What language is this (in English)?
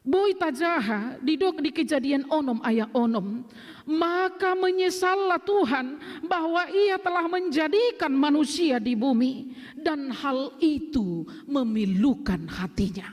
Batak Toba